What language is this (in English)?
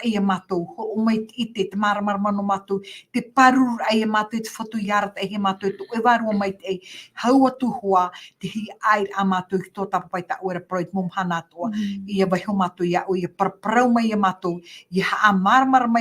Tahitian